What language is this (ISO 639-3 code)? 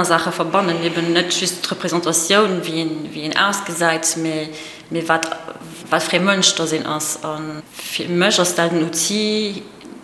ltz